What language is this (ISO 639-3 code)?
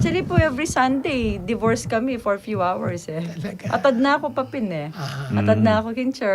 pam